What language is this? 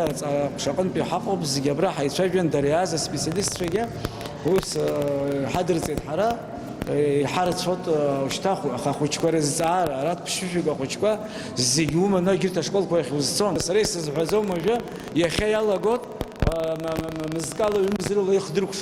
Abkhazian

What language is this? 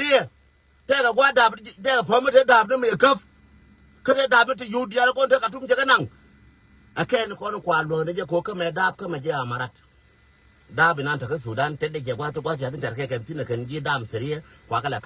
Nuer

